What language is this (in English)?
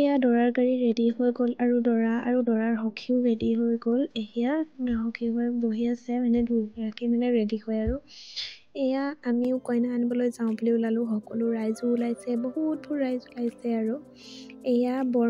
Assamese